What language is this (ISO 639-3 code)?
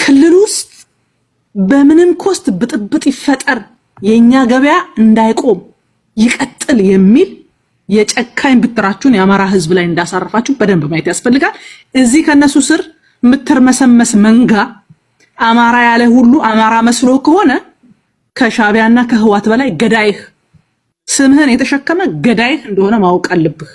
amh